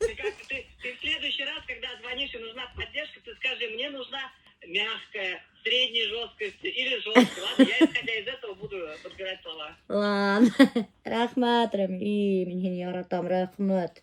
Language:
Bashkir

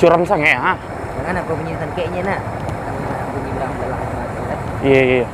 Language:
Minangkabau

